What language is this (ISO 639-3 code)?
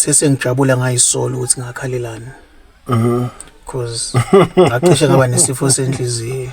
zul